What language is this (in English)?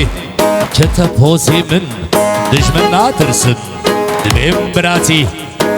Kurdish